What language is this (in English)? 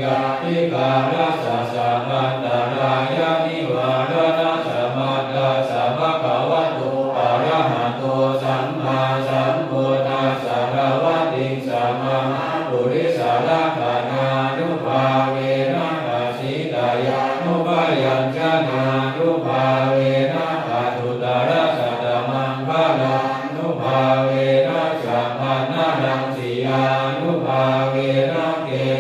Pali